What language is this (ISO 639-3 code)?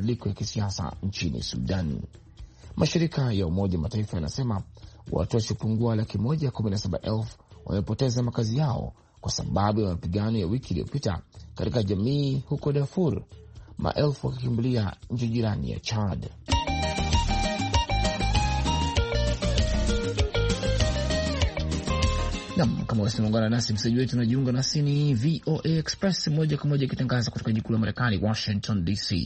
swa